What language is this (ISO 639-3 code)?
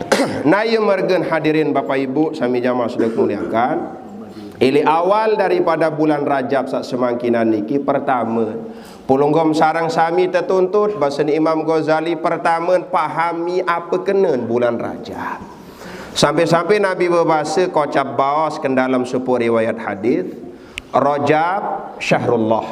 sas